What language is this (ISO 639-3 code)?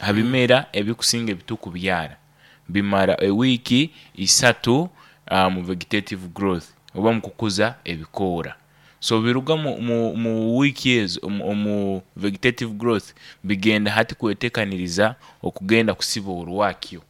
nyo